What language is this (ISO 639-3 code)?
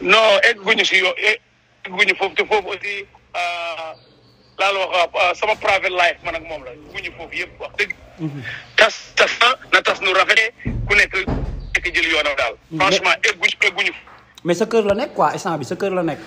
wol